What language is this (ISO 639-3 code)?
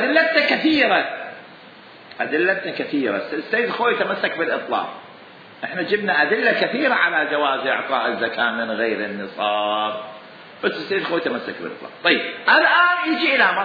acm